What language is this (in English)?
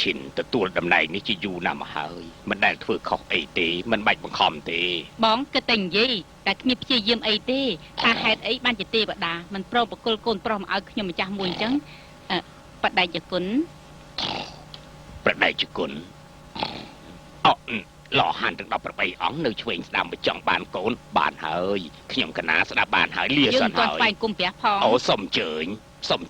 Khmer